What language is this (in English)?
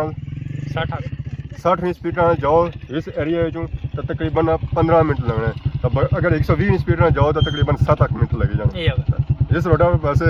Pahari-Potwari